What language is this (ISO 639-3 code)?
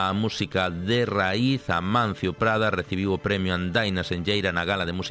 glg